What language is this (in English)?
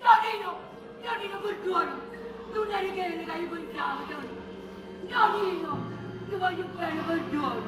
Neapolitan